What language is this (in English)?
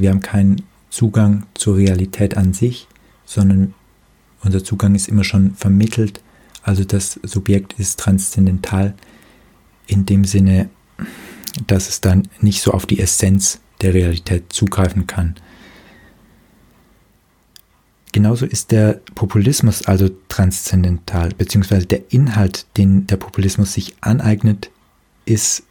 German